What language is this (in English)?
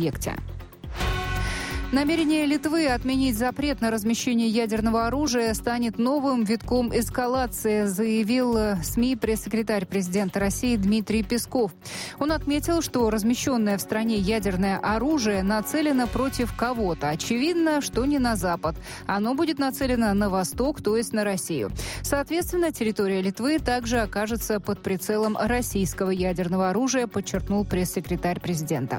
Russian